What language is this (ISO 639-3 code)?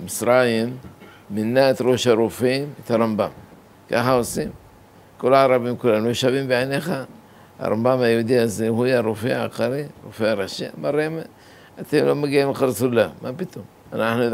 heb